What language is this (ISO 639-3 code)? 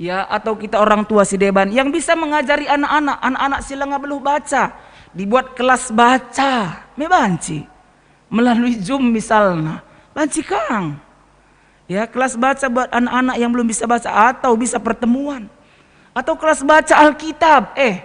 btx